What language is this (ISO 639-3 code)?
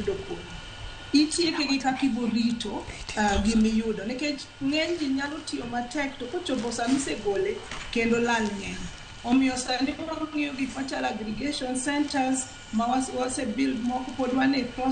luo